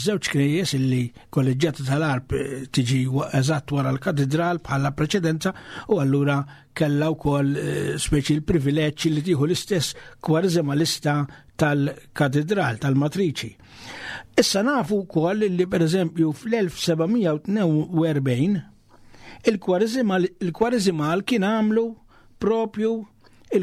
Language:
Maltese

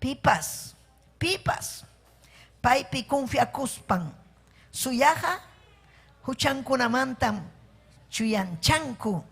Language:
Ayacucho Quechua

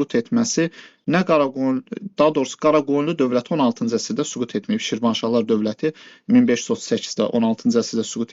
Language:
Azerbaijani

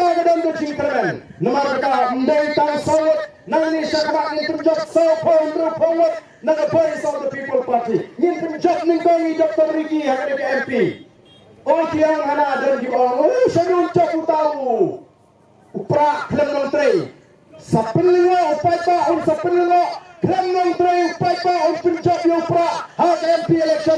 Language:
Khasi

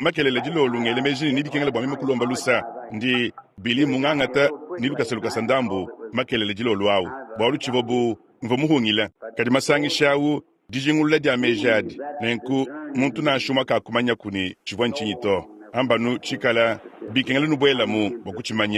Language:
Luba-Lulua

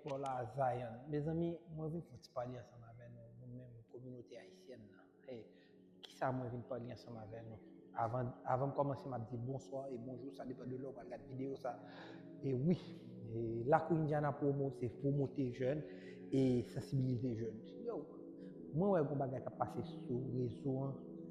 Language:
Haitian Creole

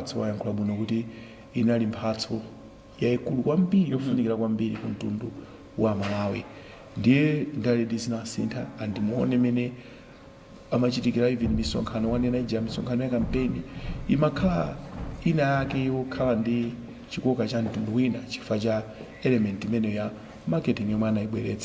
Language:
Nyanja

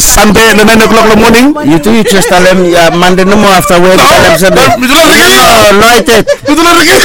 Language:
Bislama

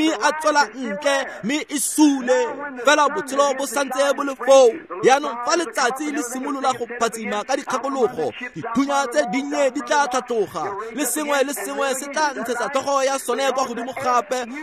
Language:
Tswana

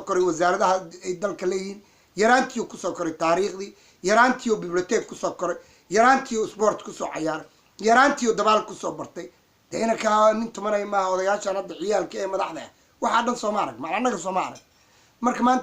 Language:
Somali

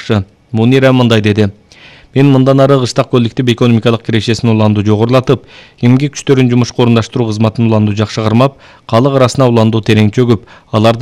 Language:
Kyrgyz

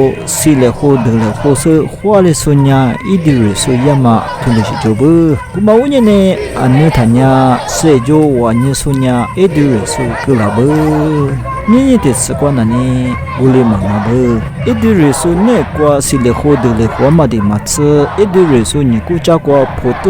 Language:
Lisu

